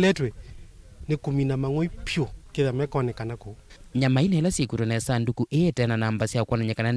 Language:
Kamba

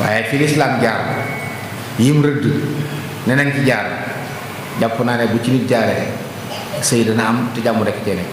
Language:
Wolof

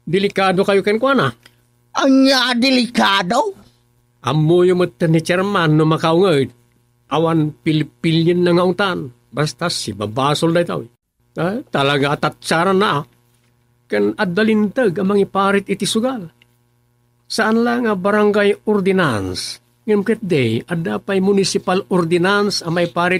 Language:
Iloko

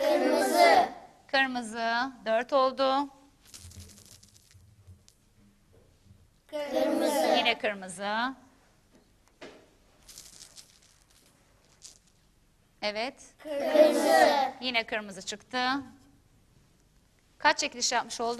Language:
Turkish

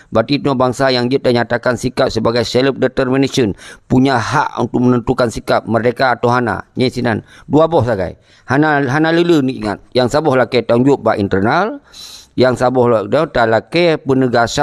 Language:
Achinese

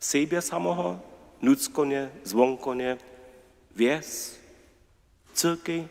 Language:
Upper Sorbian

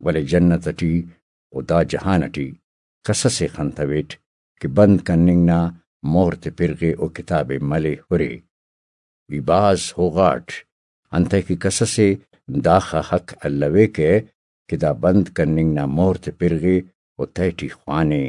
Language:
Brahui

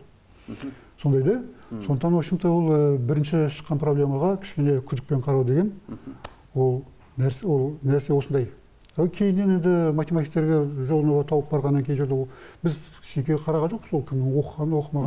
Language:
Kazakh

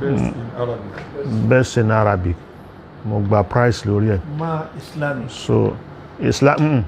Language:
Yoruba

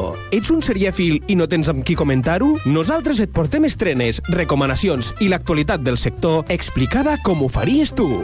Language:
Catalan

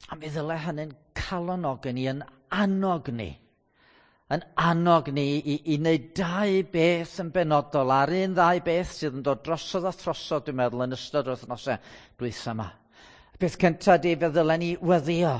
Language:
Welsh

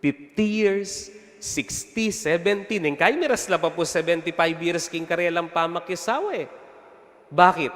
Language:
Pampanga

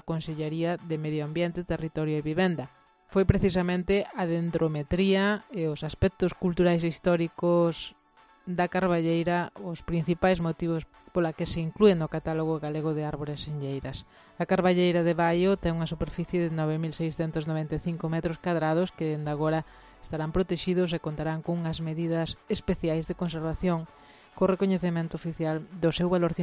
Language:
Galician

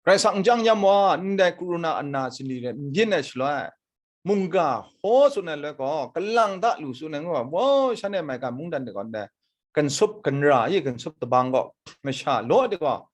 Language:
Kachin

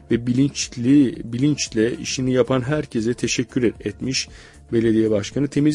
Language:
Turkish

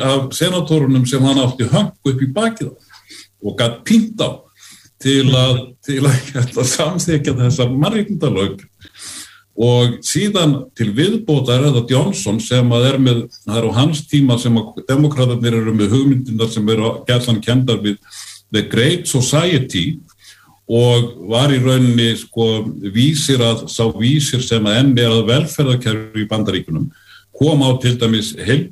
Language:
Icelandic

